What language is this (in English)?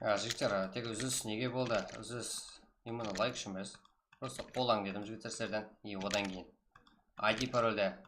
Kara-Kalpak